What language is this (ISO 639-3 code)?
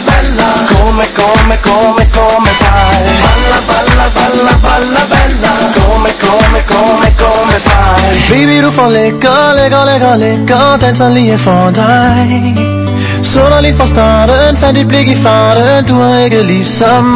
dan